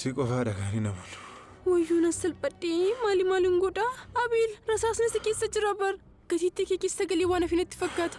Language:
Oromo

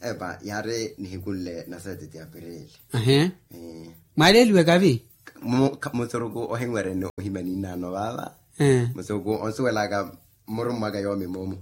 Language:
Makhuwa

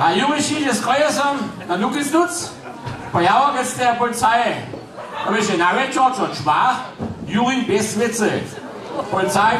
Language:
Upper Sorbian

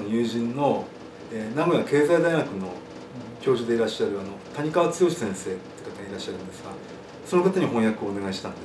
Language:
Japanese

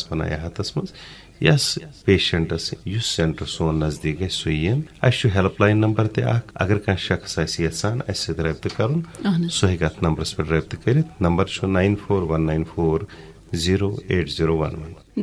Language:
Kashmiri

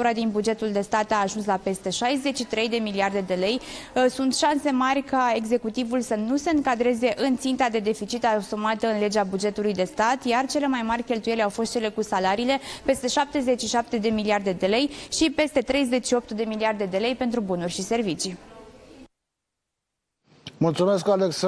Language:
Romanian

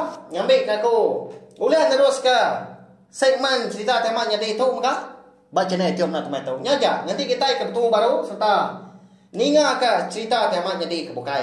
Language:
Iban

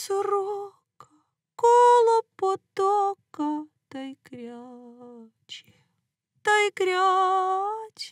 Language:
Ukrainian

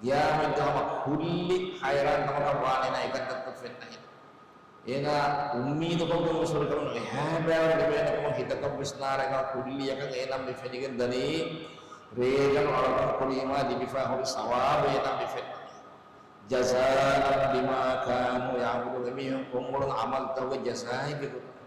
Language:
Divehi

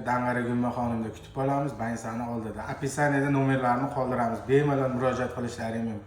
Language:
Uzbek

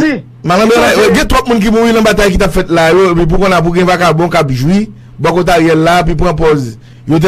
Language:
Haitian Creole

